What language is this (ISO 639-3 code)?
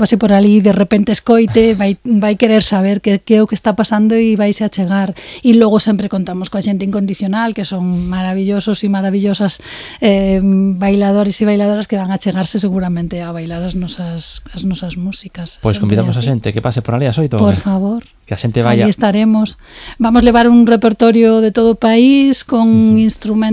glg